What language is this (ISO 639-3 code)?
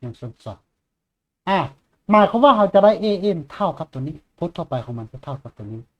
lao